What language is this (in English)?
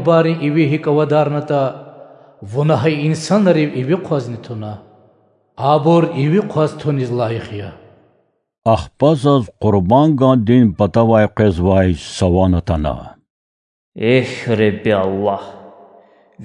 Lezghian